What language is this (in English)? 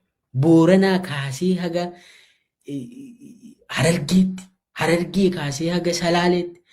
Oromo